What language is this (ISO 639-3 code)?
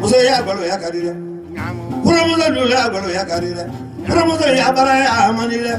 bam